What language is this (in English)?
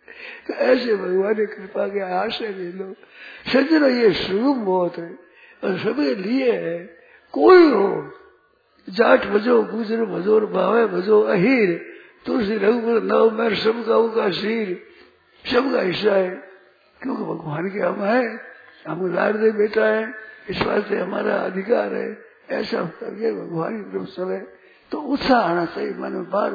Hindi